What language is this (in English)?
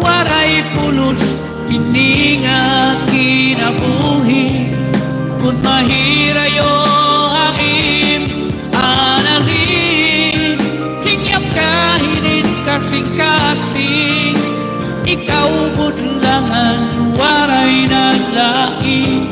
Waray